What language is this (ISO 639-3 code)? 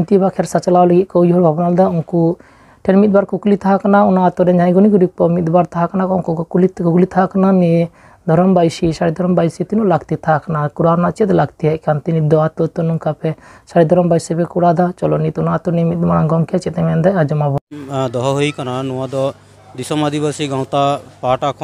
sat